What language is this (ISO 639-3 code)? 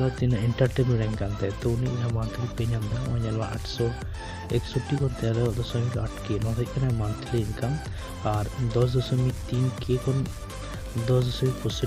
sat